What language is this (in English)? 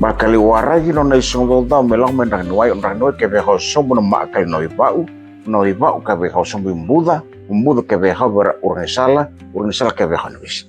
Fijian